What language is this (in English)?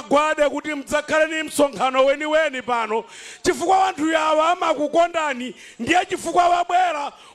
Nyanja